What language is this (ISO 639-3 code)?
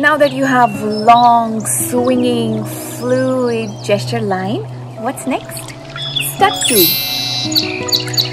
eng